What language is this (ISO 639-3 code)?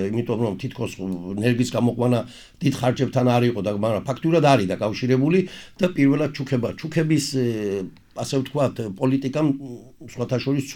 kat